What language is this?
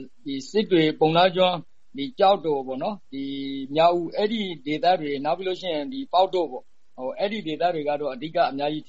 Burmese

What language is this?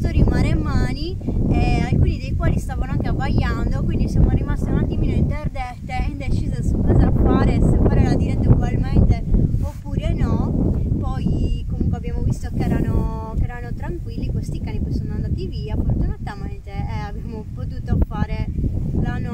Italian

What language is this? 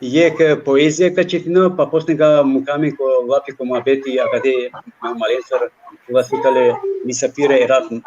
Balkan Romani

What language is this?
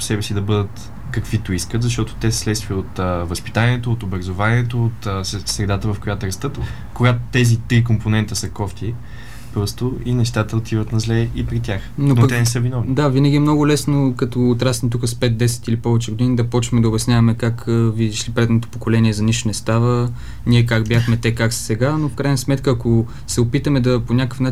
Bulgarian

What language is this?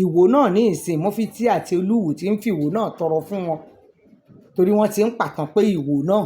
Yoruba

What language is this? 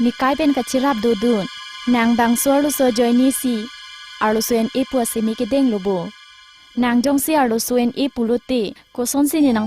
Karbi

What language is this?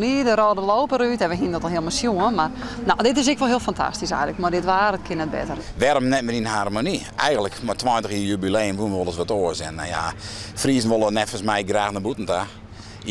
Western Frisian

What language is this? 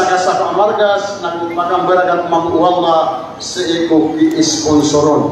Maranao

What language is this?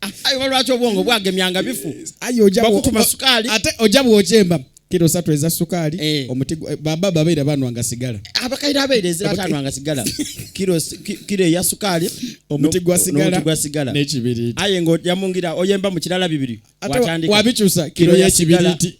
Ganda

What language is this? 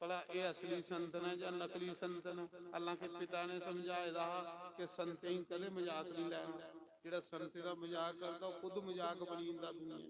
Dogri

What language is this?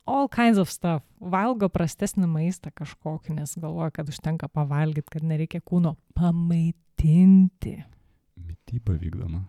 Lithuanian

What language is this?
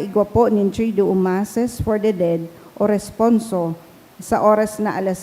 Bikol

